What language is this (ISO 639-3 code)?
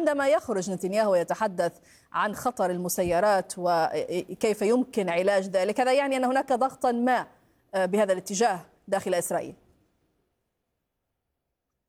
ara